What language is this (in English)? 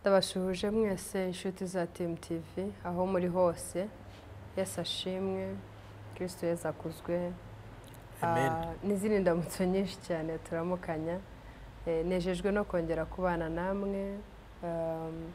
Kinyarwanda